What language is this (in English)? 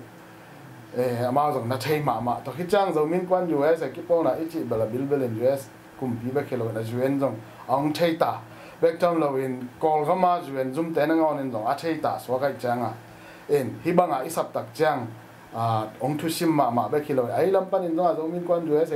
Tedim Chin